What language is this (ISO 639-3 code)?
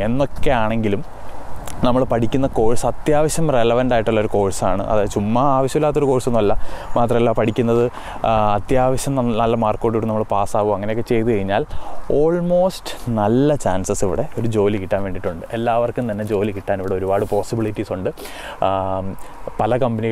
mal